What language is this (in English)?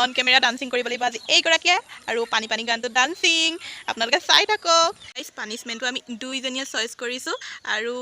Assamese